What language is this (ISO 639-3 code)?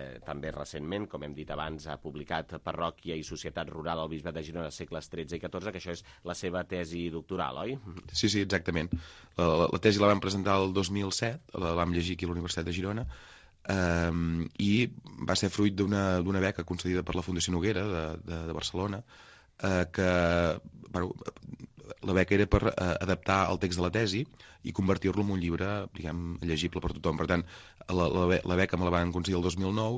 cat